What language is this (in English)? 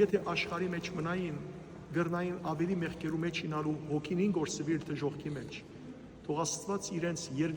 Western Armenian